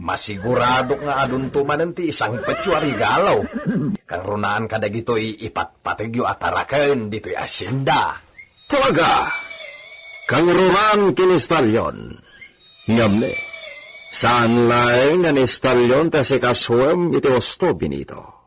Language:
Iloko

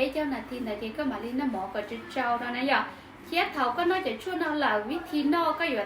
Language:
Hmong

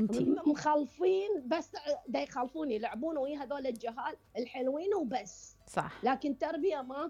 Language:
Mesopotamian Arabic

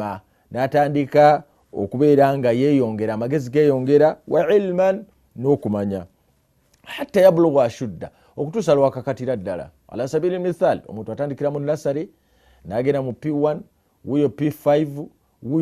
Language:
Ganda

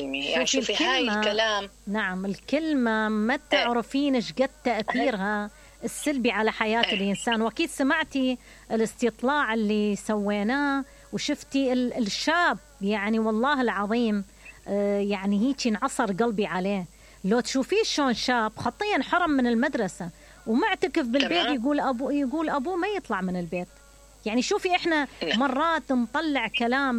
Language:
Mesopotamian Arabic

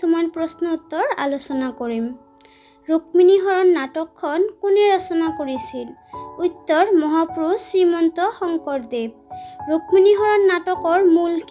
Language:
Assamese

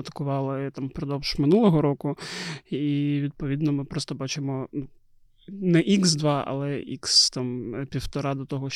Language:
Ukrainian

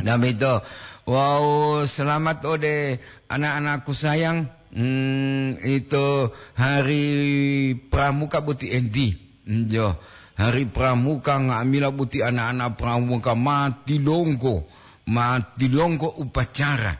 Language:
Gorontalo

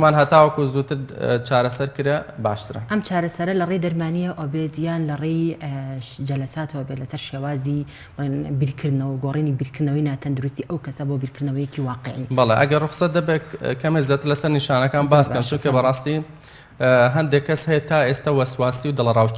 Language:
Central Kurdish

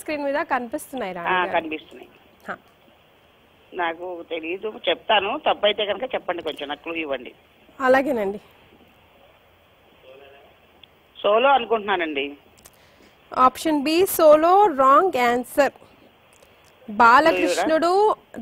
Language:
Telugu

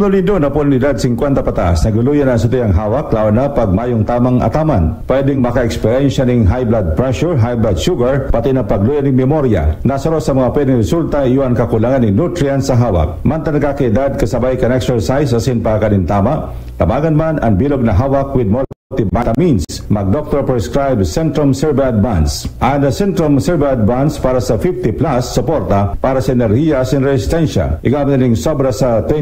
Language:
Bikol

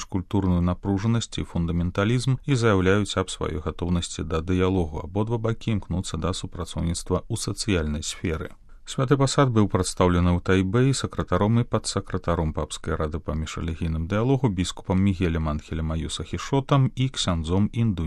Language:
Belarusian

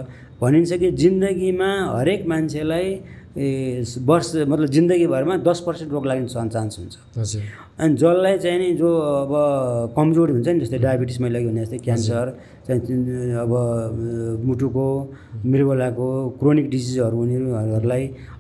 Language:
Nepali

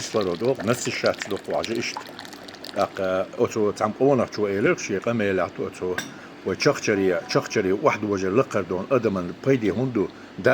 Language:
Chechen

